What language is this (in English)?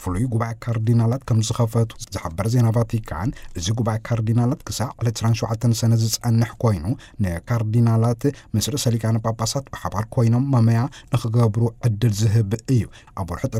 Tigrinya